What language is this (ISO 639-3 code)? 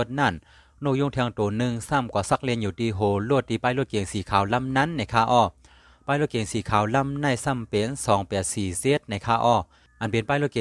shn